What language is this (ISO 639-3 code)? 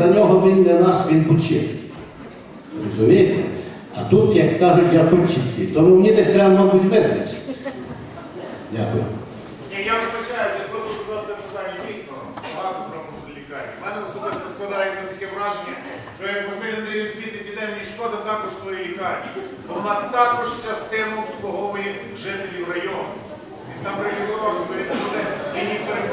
ukr